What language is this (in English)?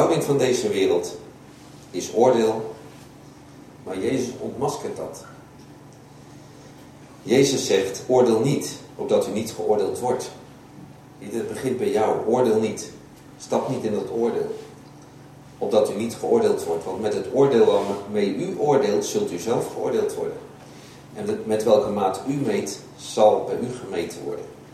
Dutch